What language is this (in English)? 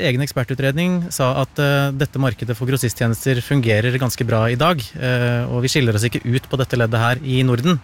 Norwegian